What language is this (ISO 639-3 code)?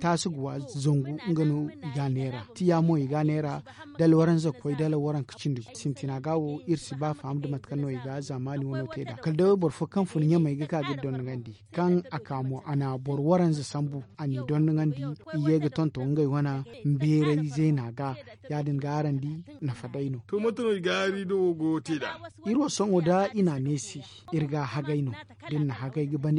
dje